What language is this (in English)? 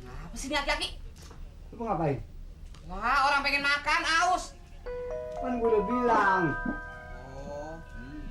Betawi